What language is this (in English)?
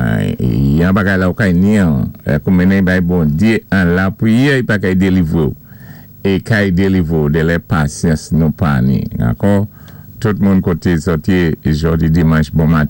Saint Lucian Creole French